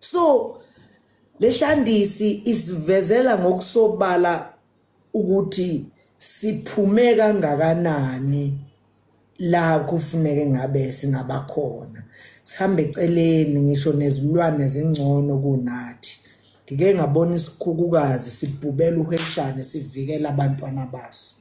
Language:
Zulu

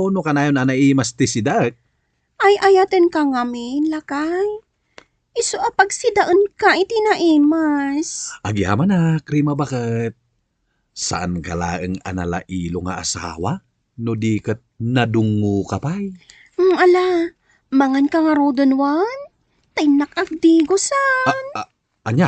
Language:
Iloko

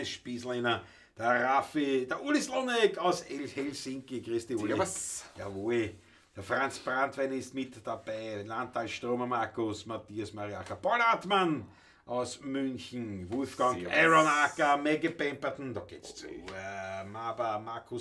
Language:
Bavarian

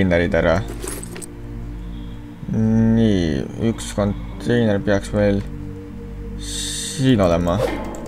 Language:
Estonian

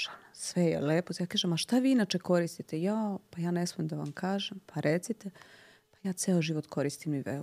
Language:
Serbian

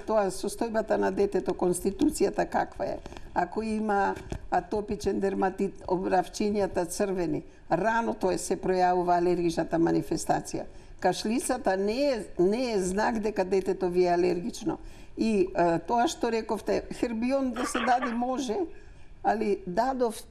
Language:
Macedonian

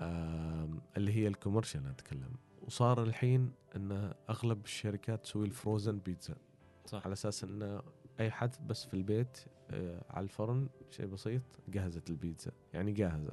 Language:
Gulf Arabic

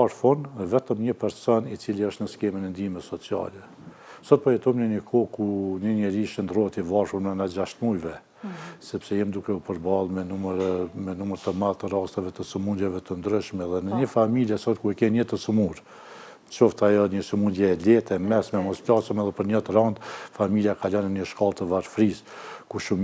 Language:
Albanian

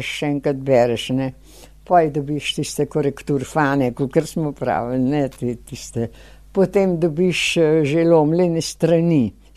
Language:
Slovenian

